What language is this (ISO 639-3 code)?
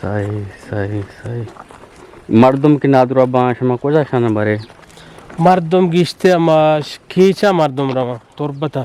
bgp